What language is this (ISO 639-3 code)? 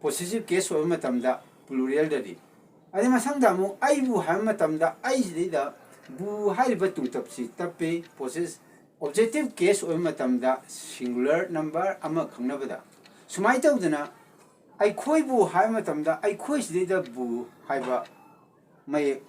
mni